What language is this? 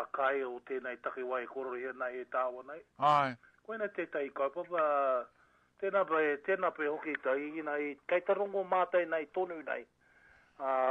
Māori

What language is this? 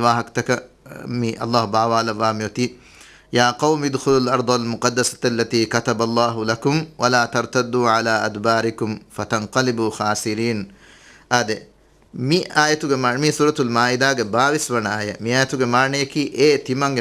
Divehi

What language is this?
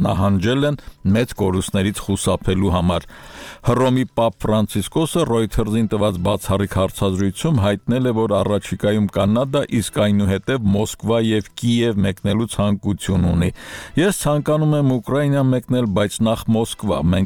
Armenian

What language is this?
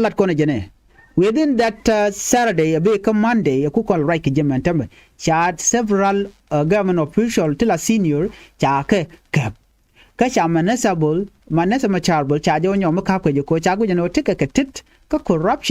Nuer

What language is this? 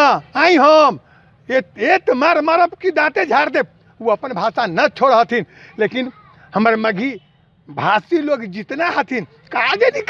Magahi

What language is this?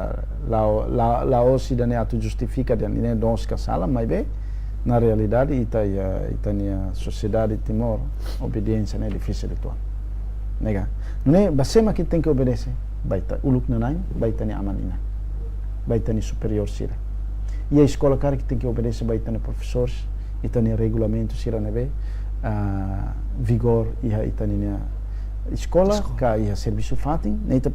Tetum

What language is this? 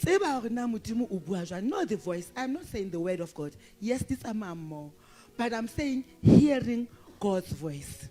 Southern Sotho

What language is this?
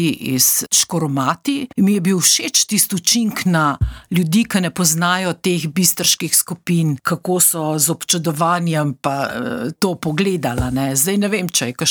Slovenian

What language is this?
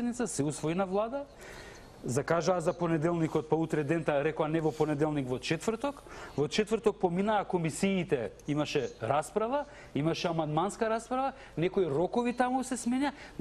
Macedonian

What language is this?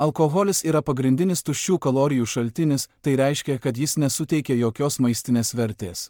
Lithuanian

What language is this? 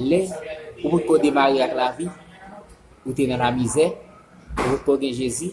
Haitian Creole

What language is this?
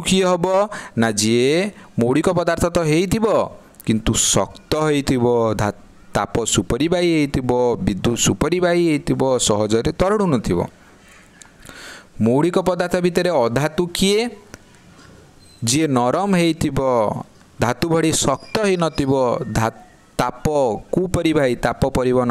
Odia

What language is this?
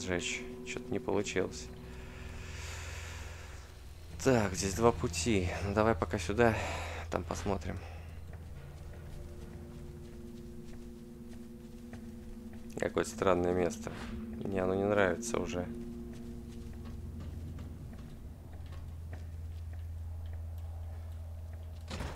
Russian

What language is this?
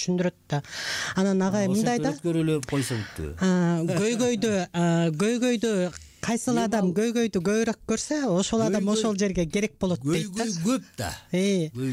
Kyrgyz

